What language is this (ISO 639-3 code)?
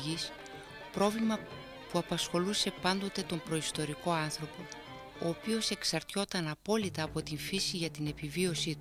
ell